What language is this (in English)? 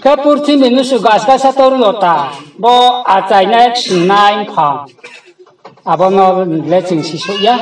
Riang (India)